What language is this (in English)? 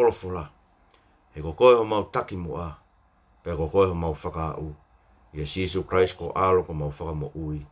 Tongan